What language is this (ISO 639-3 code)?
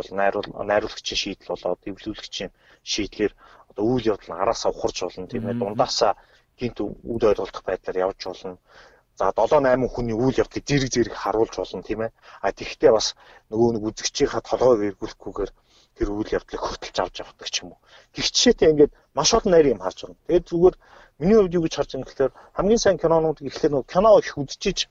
mon